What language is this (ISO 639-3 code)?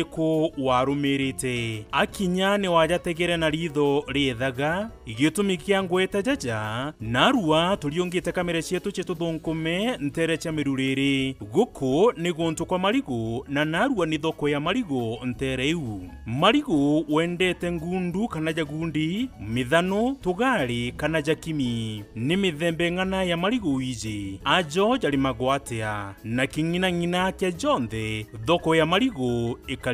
mer